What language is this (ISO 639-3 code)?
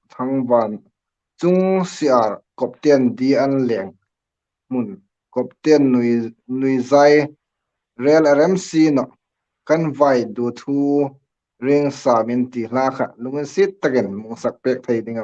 hmr